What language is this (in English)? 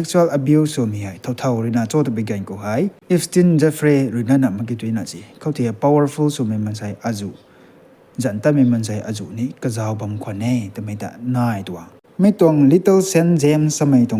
Rongmei Naga